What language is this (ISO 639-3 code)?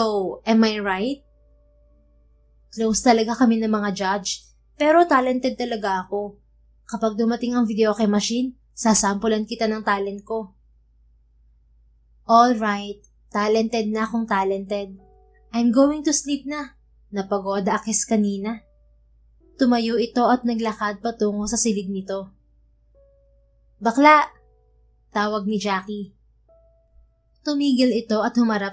fil